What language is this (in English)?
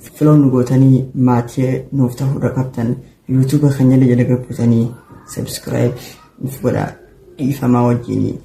Oromo